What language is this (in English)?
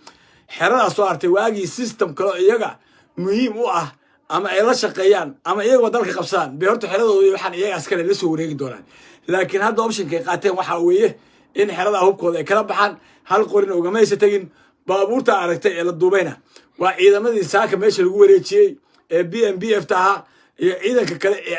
Somali